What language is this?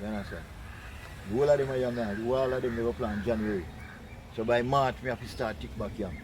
Jamaican Creole English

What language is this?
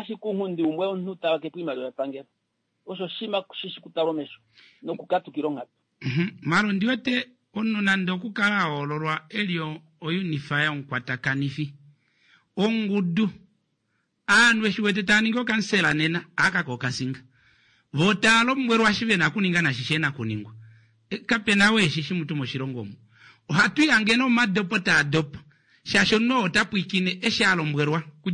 Kuanyama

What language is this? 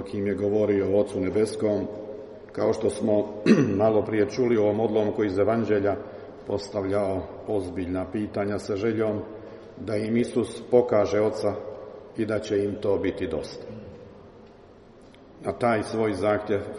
Croatian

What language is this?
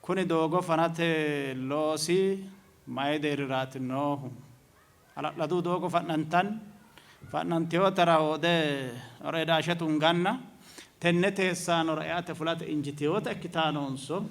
Sidamo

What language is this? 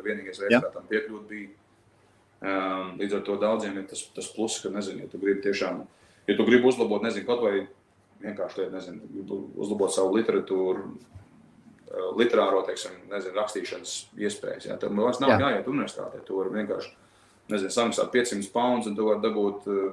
Latvian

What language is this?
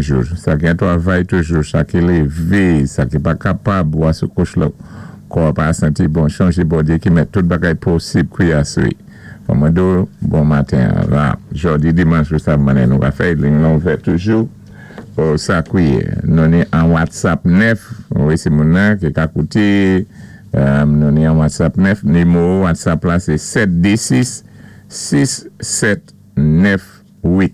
Saint Lucian Creole French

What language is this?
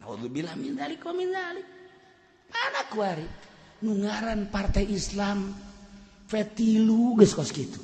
Sundanese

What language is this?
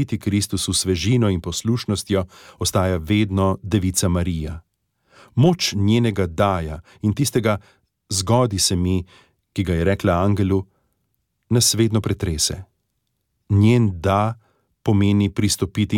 Slovenian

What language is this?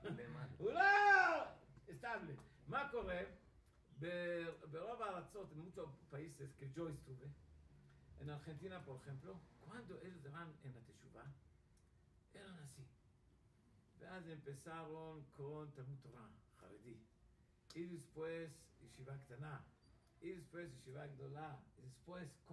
Hebrew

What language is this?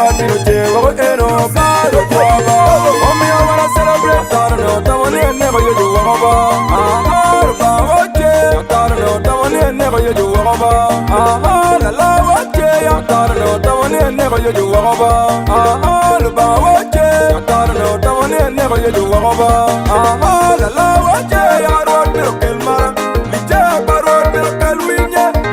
Acoli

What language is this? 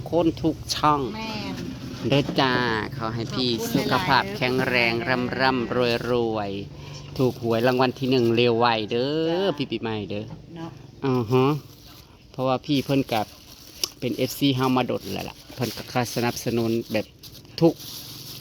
Northeastern Thai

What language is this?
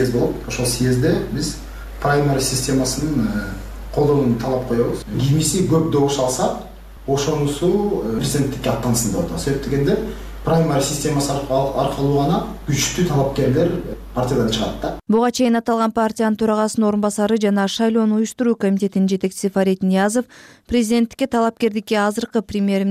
Kyrgyz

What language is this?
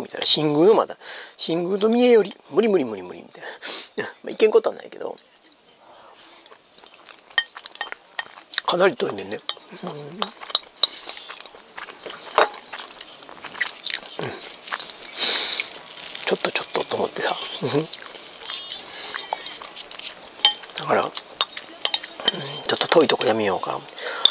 Japanese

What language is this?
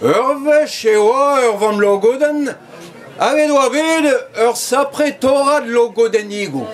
Breton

